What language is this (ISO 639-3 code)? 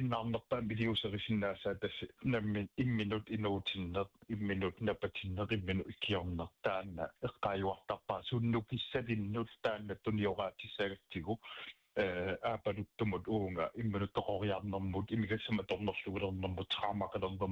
kal